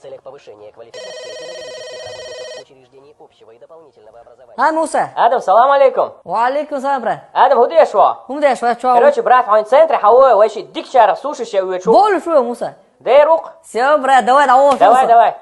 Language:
Chechen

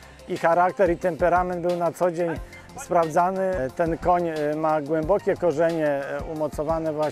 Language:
Polish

